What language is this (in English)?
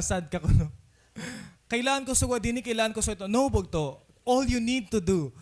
Waray